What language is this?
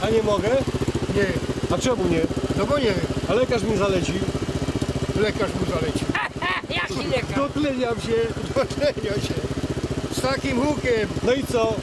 Silesian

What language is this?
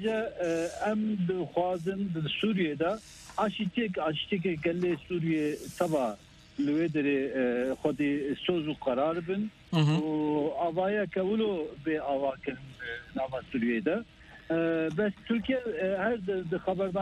Kurdish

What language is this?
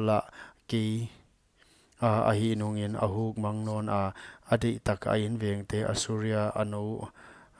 Paite Chin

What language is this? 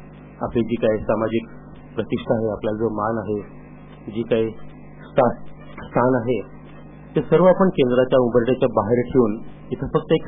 Marathi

